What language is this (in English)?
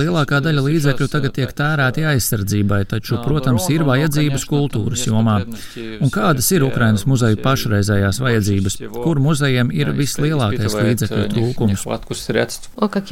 Latvian